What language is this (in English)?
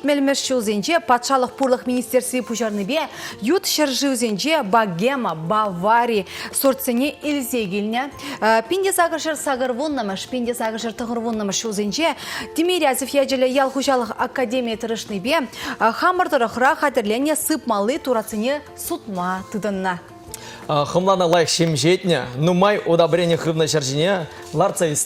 Chuvash